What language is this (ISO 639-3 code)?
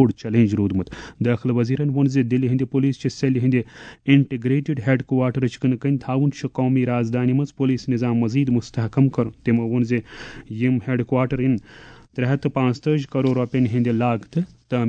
kas